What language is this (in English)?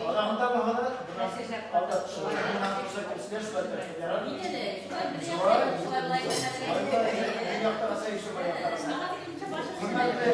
Bashkir